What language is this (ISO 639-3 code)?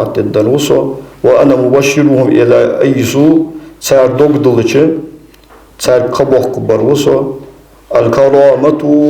inh